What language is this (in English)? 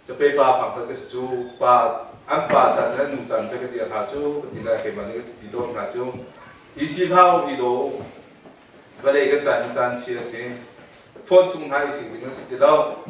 Hakha Chin